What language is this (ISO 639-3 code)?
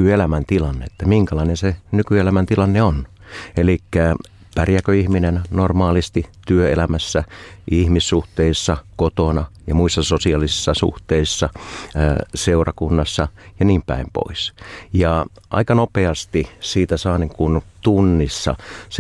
fin